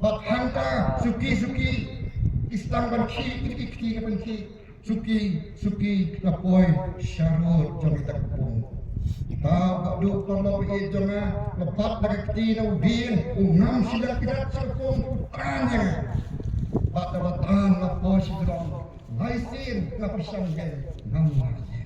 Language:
Khasi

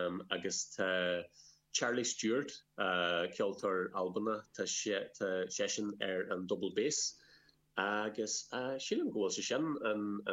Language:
Irish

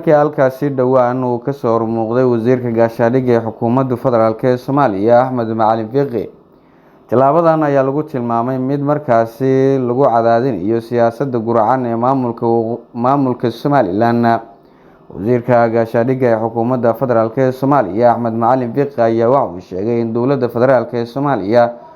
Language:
Somali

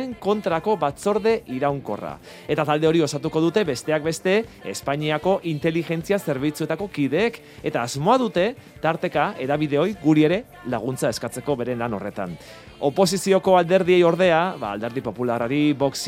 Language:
Basque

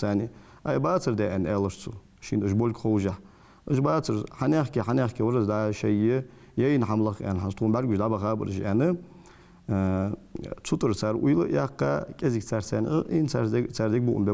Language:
Ingush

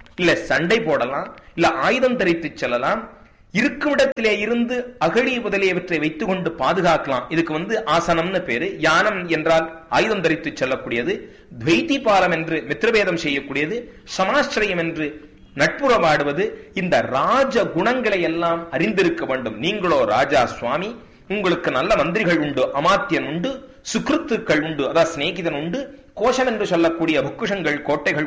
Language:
Tamil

